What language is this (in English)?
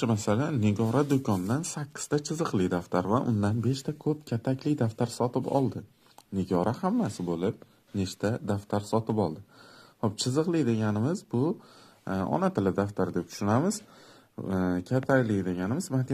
Uzbek